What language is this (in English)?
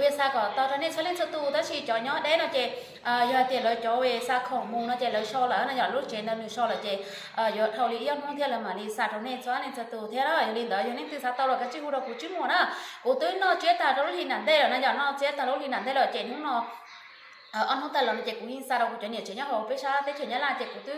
Hmong